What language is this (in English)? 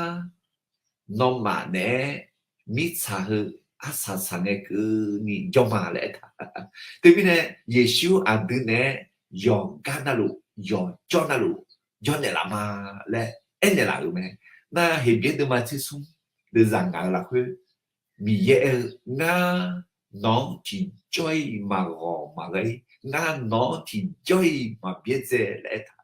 Akha